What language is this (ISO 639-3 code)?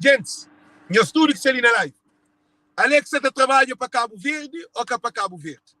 kea